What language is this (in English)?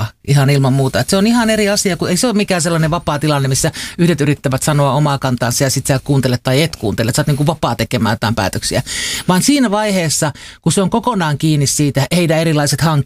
Finnish